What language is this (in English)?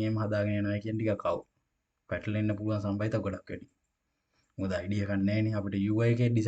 Sinhala